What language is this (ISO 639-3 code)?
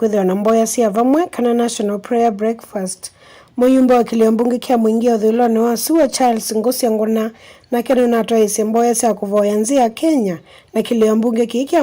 kam